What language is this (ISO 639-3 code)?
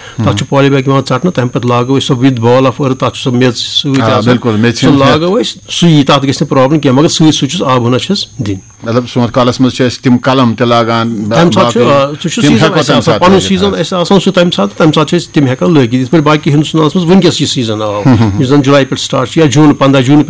kas